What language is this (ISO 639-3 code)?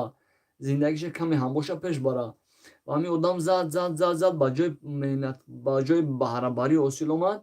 tgk